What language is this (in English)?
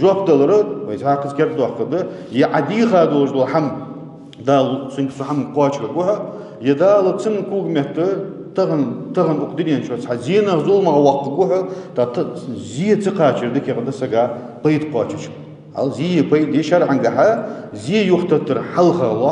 Ingush